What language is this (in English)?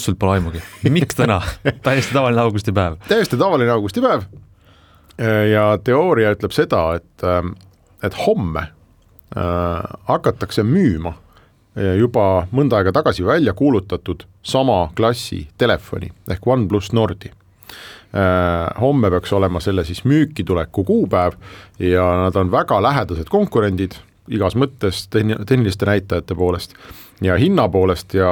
Estonian